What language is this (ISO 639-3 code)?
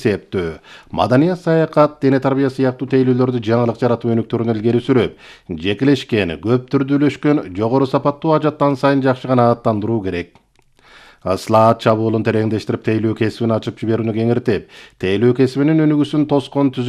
kir